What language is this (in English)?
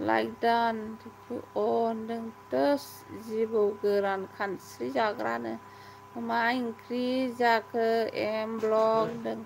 Bodo